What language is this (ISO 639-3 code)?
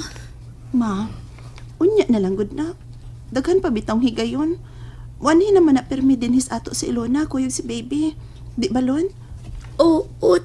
ceb